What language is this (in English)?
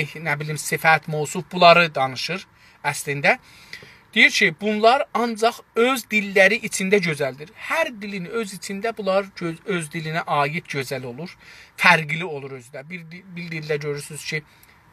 South Azerbaijani